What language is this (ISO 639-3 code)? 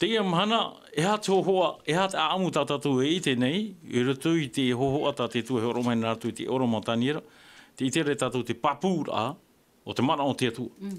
tah